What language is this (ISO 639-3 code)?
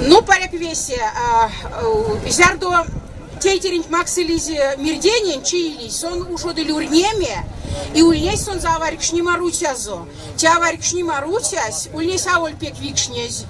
myv